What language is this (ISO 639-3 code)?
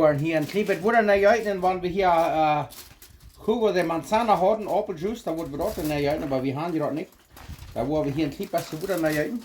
pdt